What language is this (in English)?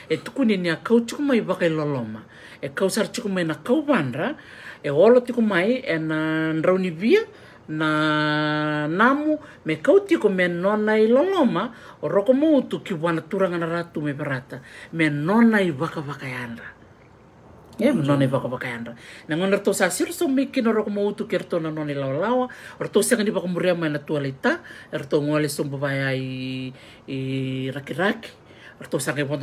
Fijian